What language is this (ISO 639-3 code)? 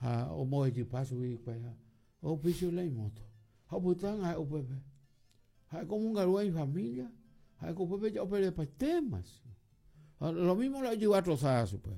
grn